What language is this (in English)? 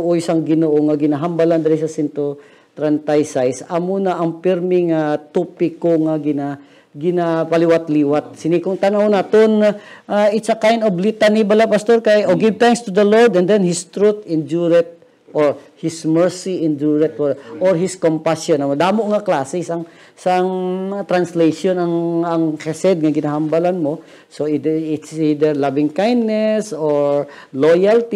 Hiligaynon